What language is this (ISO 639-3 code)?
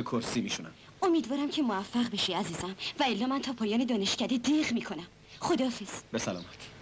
fas